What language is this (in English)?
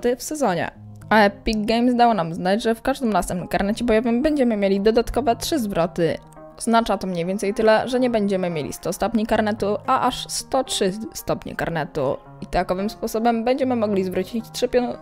Polish